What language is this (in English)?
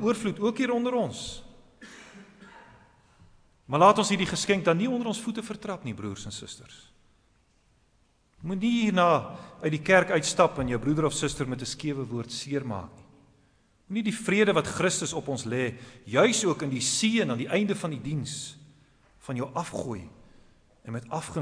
Afrikaans